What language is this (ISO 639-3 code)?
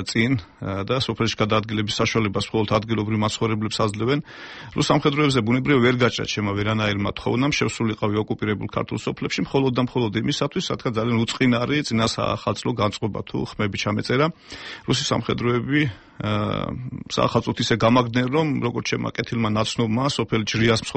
kat